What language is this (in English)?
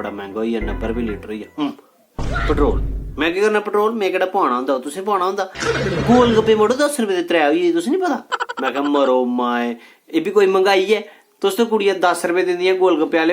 Dogri